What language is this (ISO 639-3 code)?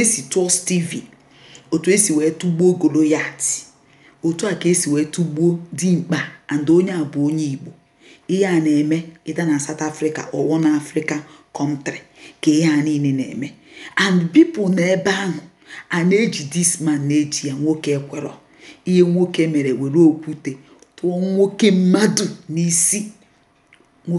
ibo